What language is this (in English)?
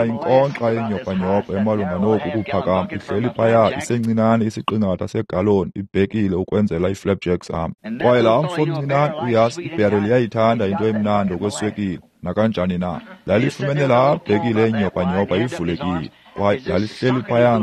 Xhosa